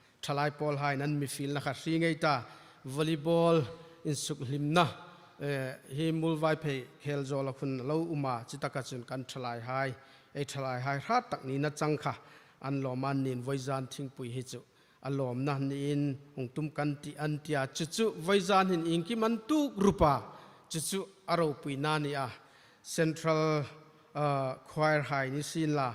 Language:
Hmar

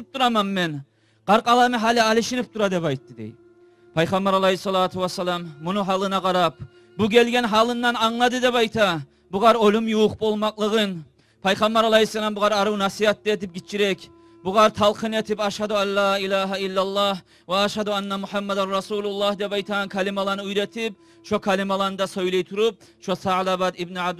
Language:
Kumyk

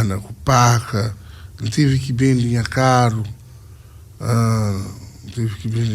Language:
Kabuverdianu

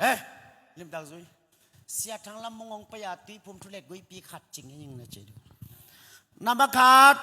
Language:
Tedim Chin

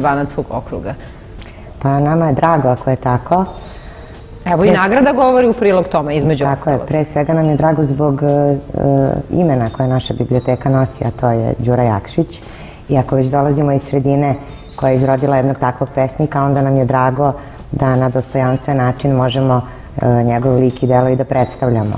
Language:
Serbian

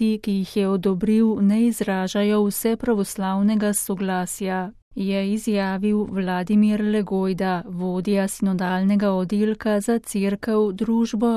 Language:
Slovenian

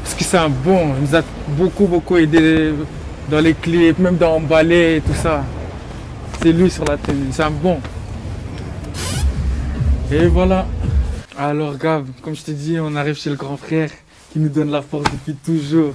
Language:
French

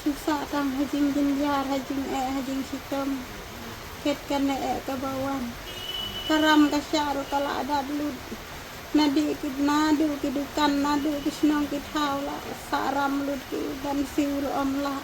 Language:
Khasi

